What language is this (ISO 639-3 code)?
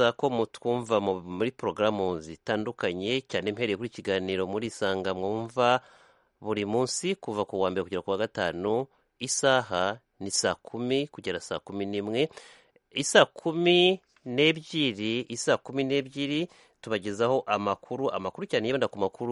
kin